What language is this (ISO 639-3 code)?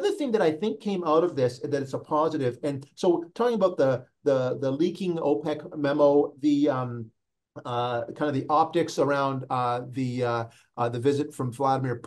eng